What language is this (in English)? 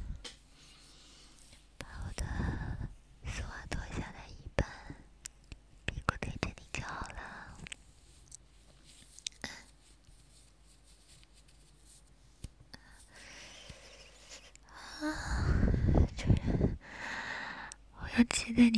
Chinese